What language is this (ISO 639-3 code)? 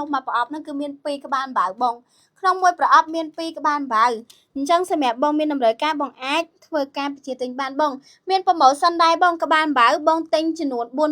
khm